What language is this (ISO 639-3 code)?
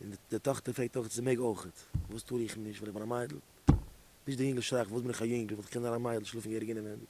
yid